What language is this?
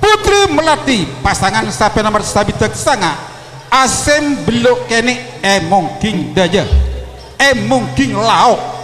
Madurese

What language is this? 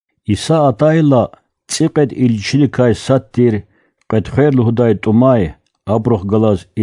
Lezghian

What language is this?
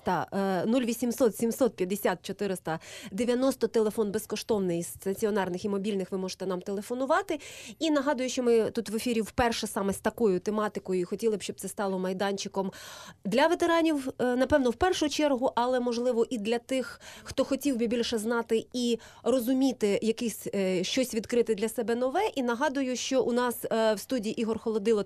Ukrainian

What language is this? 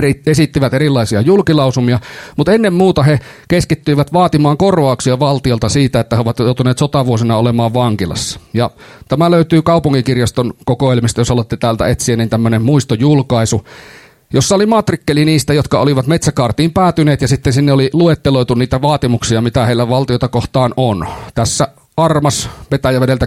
Finnish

